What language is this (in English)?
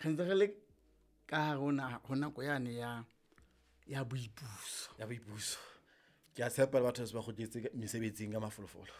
Southern Sotho